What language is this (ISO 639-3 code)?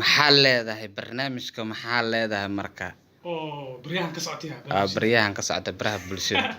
som